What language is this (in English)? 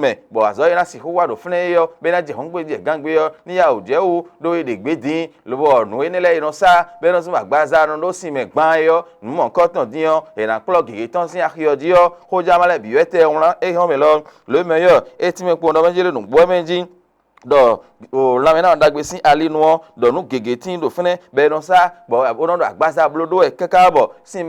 Fon